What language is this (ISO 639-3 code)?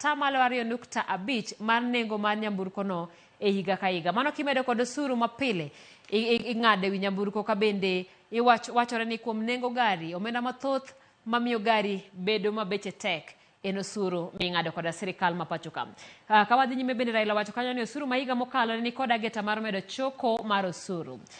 luo